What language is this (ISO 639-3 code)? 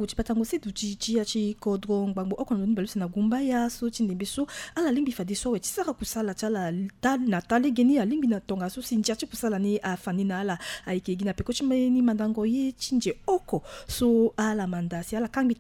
sag